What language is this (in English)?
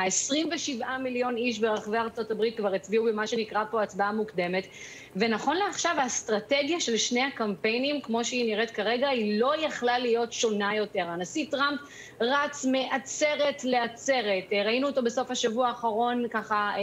Hebrew